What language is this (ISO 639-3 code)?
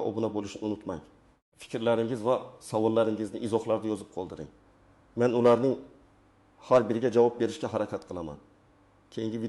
uzb